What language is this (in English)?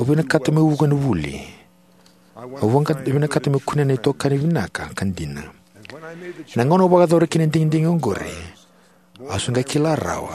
Fijian